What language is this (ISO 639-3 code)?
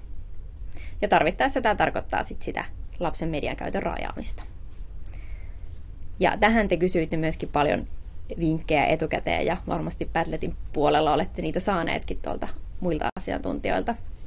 fin